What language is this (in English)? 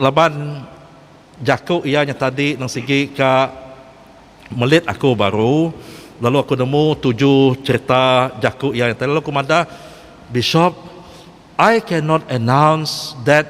Iban